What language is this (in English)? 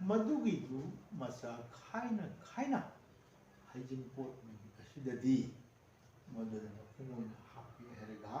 Manipuri